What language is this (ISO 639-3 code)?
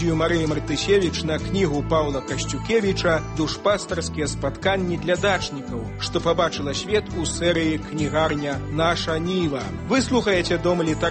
bel